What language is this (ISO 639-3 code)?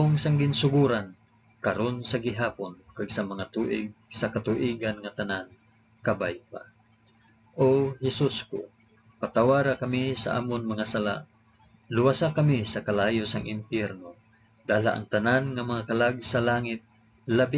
hil